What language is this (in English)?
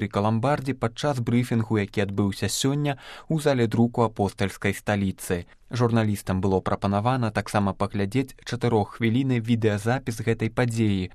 Belarusian